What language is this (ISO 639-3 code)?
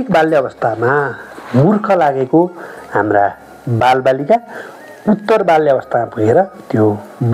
nep